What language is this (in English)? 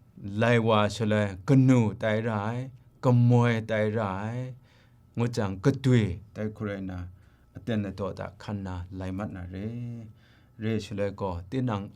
Kachin